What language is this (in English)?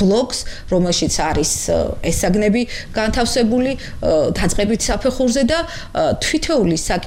Georgian